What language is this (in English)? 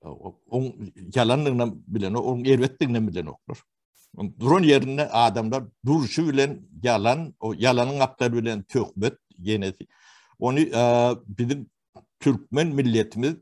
Turkmen